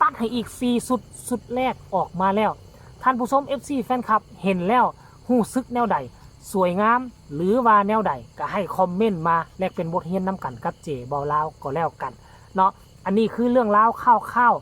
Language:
Northeastern Thai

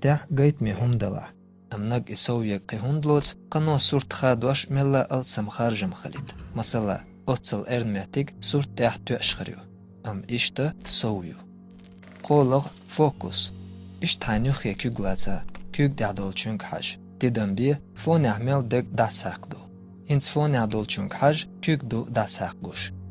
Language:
Chechen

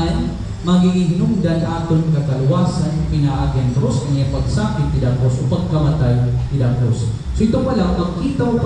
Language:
Waray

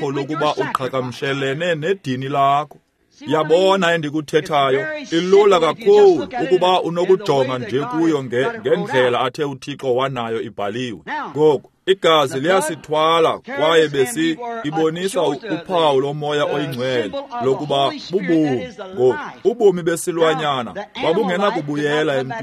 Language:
Xhosa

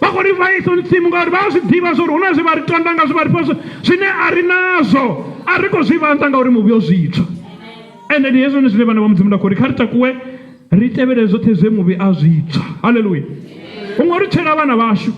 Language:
Venda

